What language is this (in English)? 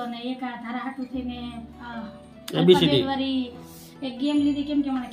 Gujarati